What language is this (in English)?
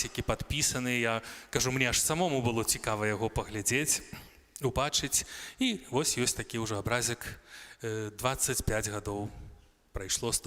Belarusian